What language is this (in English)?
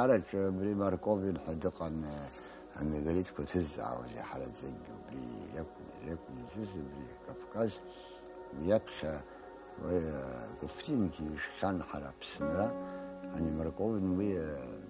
Abkhazian